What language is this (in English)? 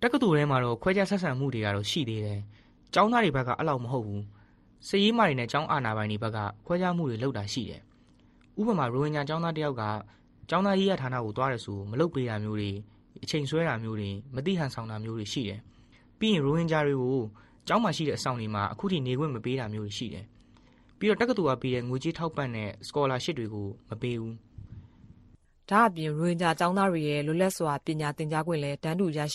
Burmese